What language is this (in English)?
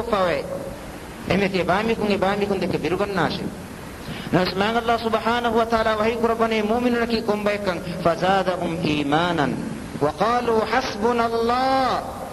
Divehi